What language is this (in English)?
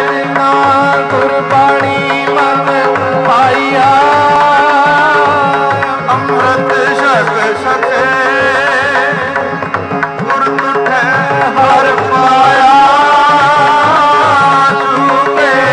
Punjabi